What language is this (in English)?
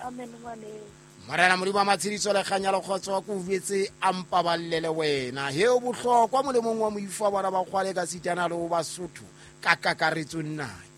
Southern Sotho